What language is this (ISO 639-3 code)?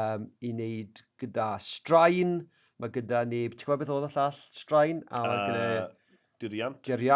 cym